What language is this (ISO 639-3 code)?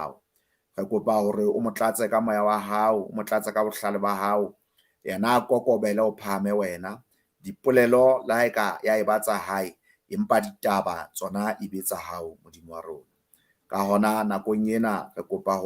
sot